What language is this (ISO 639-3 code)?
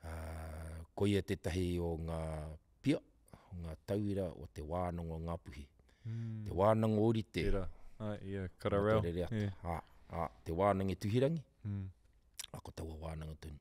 mri